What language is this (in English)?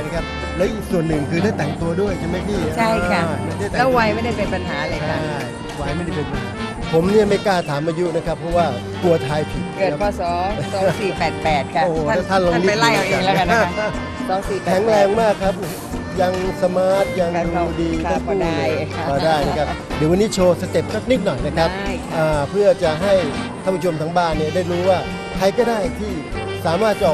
Thai